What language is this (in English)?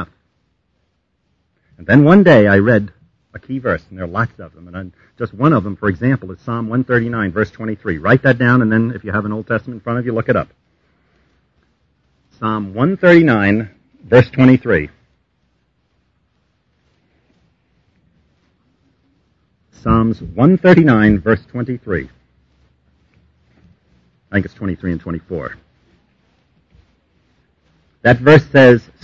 English